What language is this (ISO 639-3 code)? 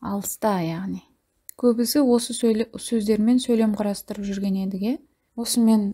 kaz